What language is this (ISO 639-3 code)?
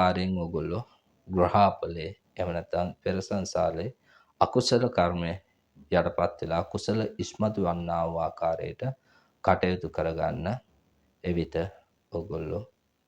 sin